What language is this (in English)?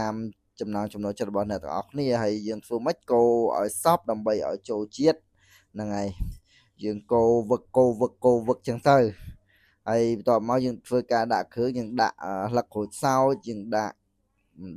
Khmer